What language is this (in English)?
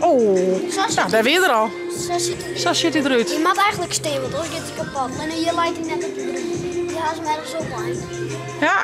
Western Frisian